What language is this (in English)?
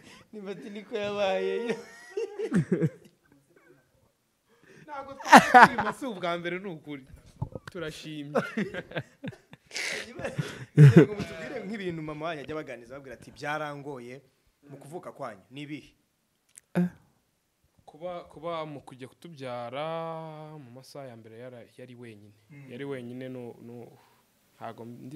Kinyarwanda